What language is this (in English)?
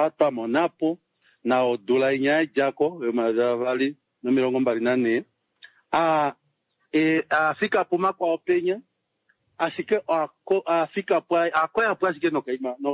Kuanyama